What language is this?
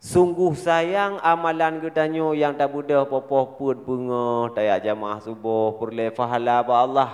Achinese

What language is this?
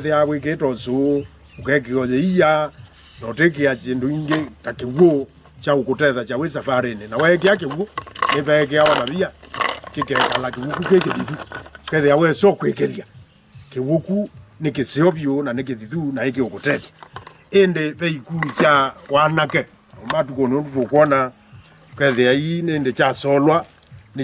Kamba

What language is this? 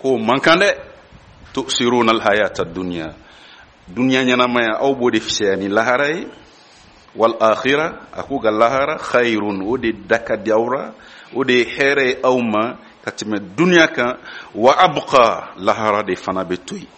Bambara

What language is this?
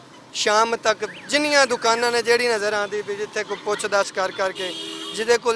Western Panjabi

